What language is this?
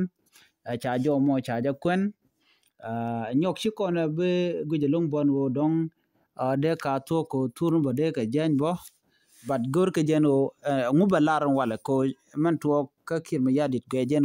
Nuer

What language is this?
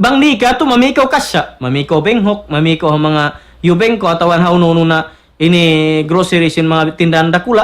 Tausug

